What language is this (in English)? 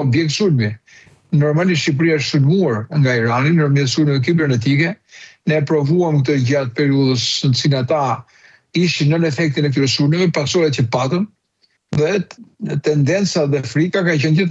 Albanian